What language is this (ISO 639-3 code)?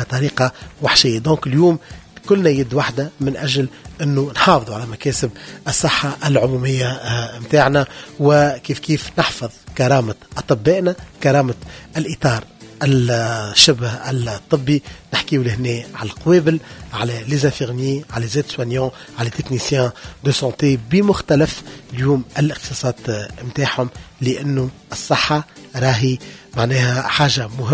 aeb